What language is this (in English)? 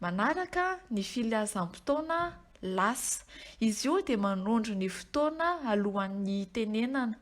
Malagasy